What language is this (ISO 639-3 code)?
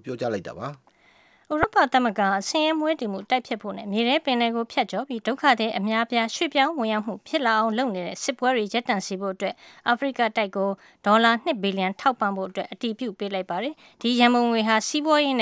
mya